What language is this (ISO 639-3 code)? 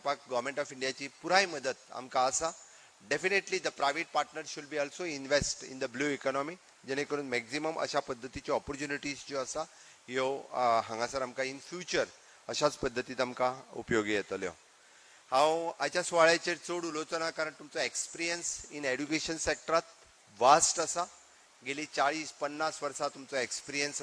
kok